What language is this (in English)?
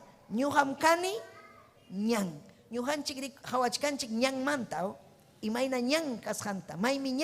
Ayacucho Quechua